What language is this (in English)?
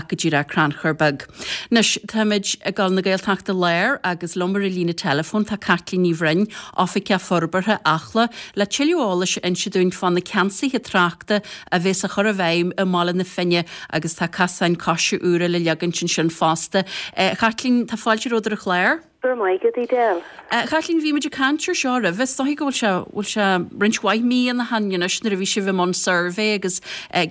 Irish